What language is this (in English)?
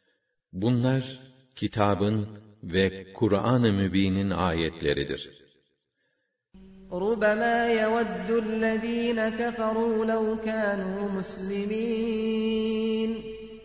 Turkish